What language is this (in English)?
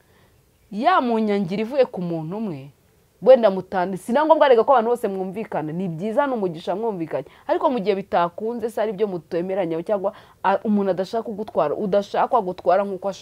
Kinyarwanda